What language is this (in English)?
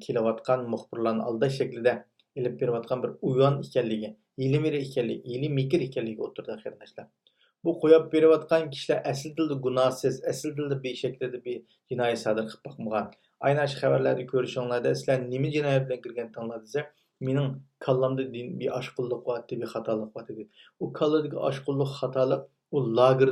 Uyghur